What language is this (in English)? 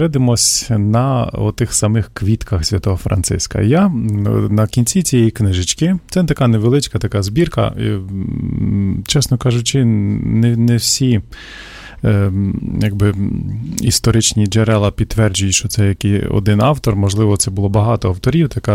Ukrainian